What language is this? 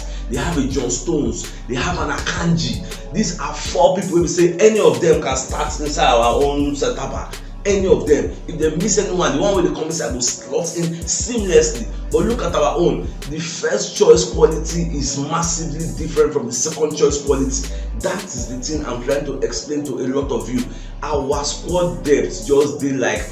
Nigerian Pidgin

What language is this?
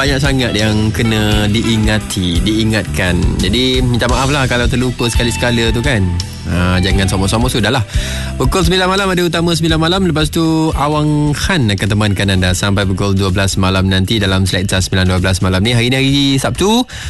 Malay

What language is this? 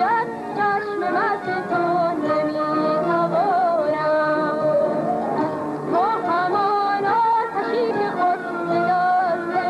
Persian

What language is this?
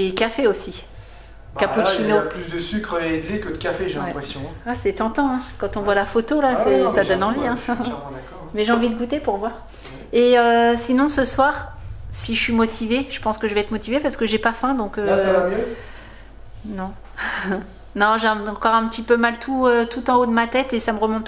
French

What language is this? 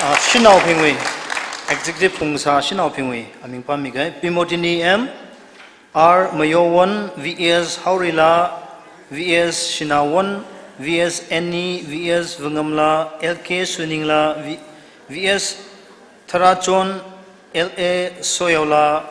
Tangkhul Naga (India)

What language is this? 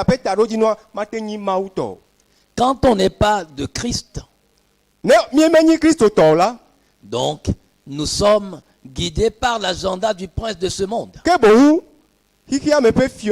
Ewe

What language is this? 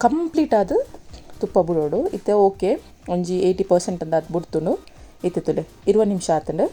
Tulu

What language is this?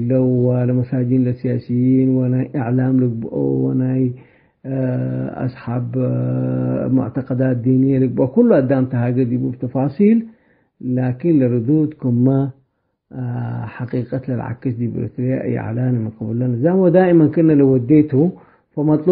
Tigre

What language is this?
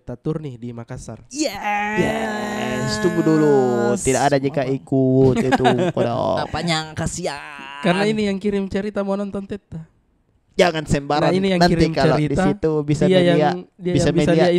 Makassar Malay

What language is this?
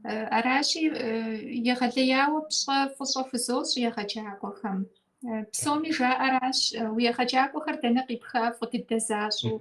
Kabardian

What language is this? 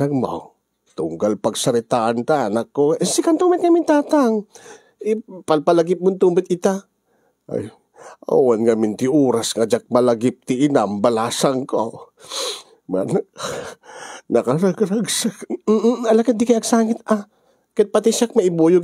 Iloko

